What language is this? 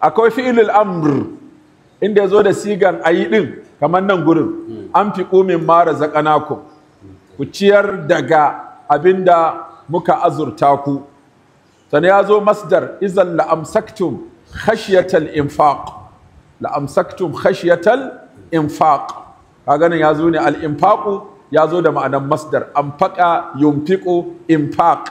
Hausa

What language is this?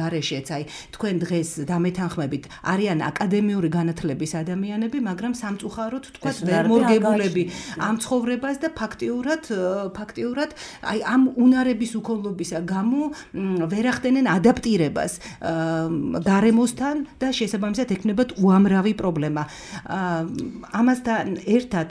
Georgian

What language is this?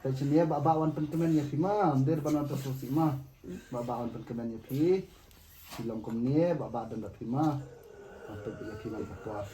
Khasi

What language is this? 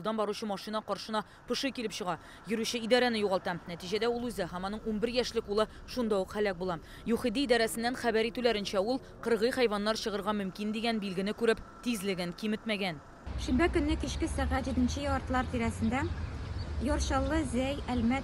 Tatar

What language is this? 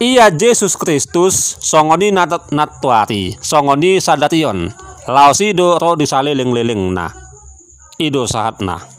Batak Toba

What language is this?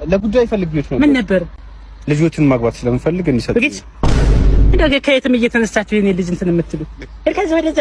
Amharic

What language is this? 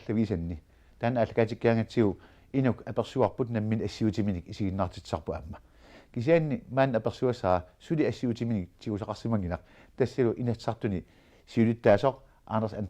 Kalaallisut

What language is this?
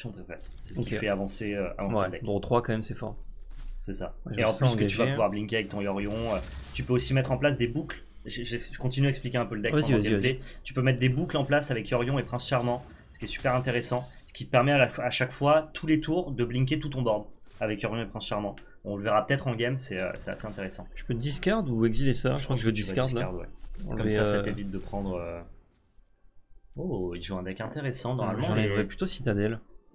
French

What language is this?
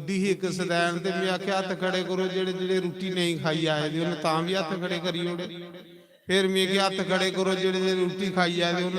Dogri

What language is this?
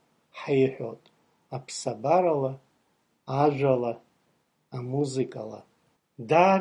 Abkhazian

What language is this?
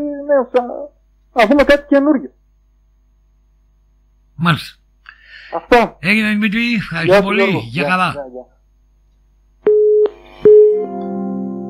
Greek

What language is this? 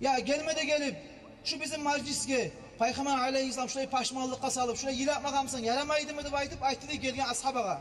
Kumyk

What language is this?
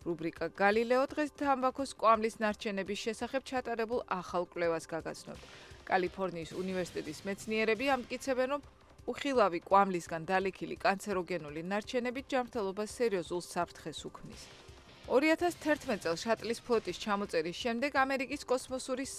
Georgian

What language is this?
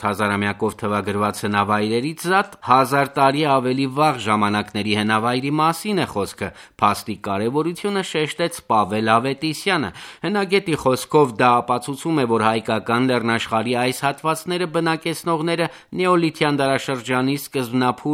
Armenian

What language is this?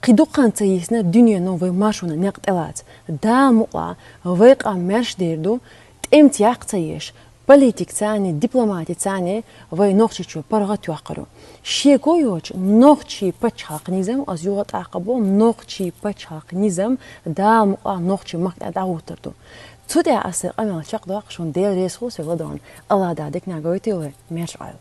Chechen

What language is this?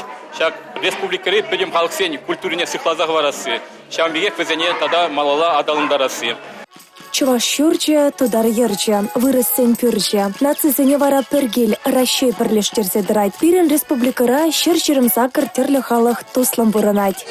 Chuvash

